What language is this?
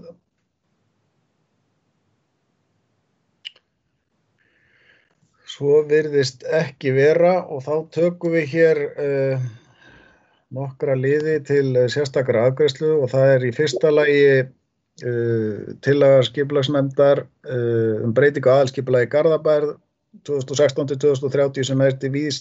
Icelandic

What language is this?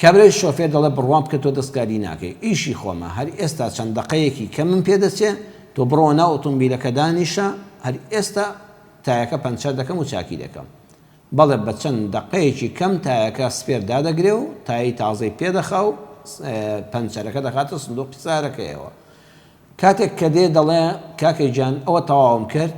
Central Kurdish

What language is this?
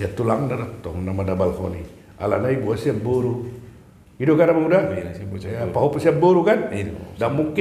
Batak Toba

